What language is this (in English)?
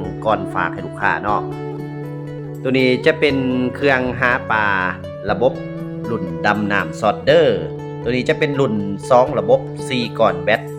Lao